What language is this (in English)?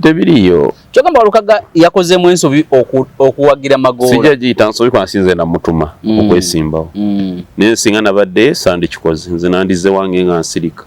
Ganda